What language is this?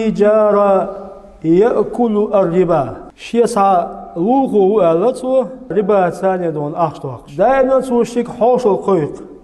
Chechen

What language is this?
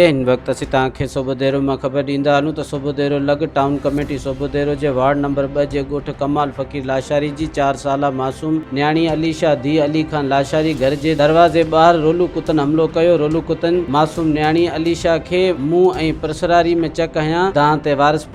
Sindhi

